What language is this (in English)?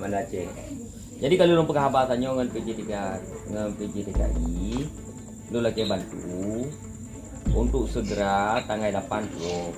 Achinese